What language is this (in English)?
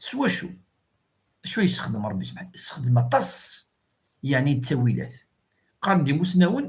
Kabyle